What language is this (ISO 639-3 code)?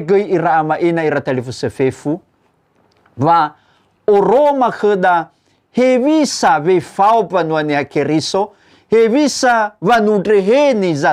nia